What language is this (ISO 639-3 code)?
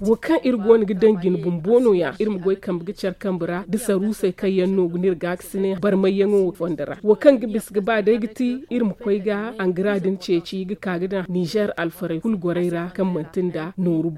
dje